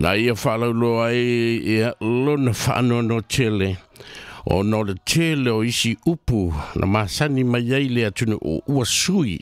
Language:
Samoan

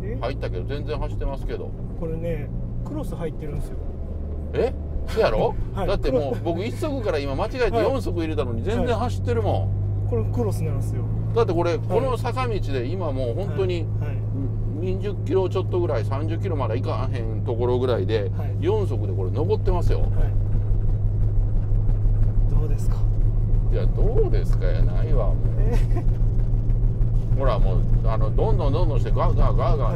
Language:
Japanese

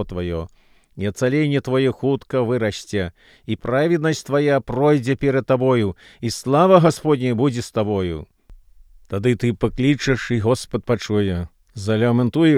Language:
Belarusian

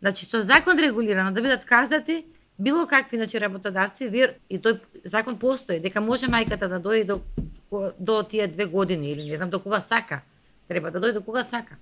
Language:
Macedonian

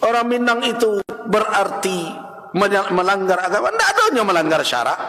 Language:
Minangkabau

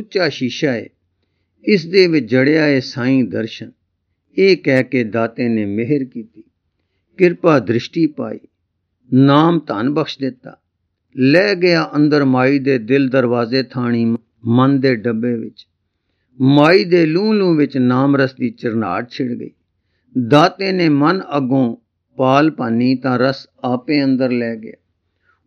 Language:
Punjabi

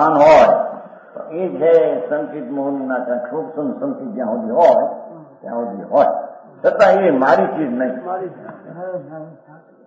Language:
Gujarati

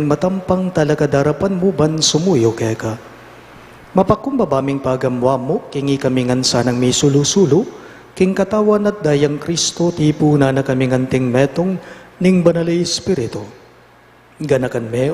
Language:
Pampanga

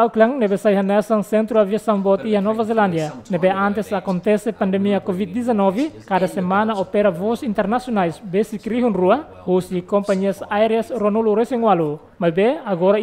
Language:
Tetum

